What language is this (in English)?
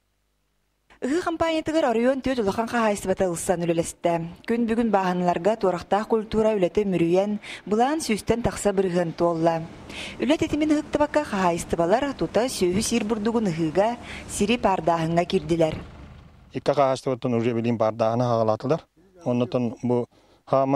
Yakut